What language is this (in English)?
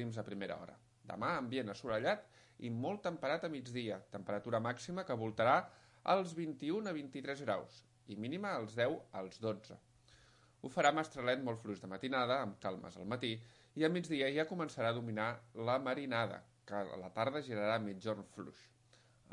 Catalan